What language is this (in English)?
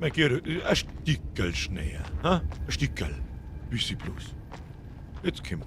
Bavarian